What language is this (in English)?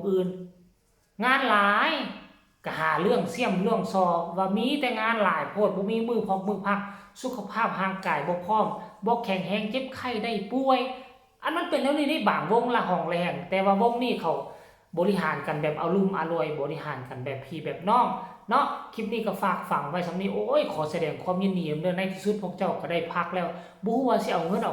Lao